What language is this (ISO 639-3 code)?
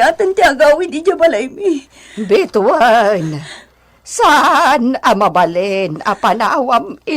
ilo